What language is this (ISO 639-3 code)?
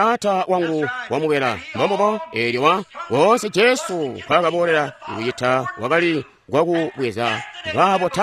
toi